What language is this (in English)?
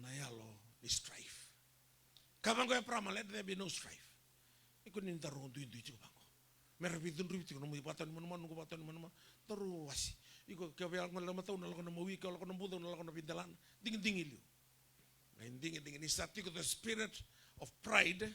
Fijian